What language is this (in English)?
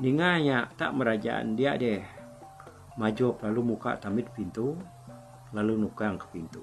Iban